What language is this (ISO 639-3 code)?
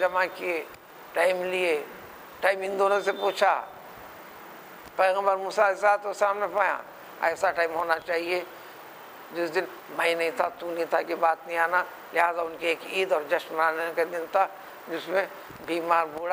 urd